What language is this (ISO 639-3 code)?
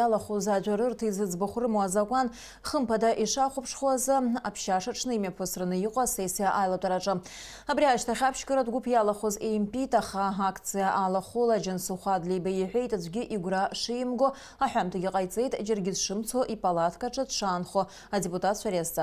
abk